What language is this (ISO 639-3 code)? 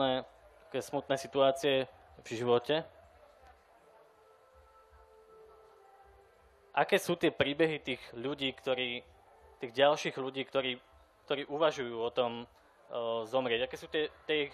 slk